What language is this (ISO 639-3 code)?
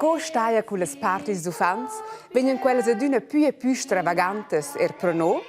roh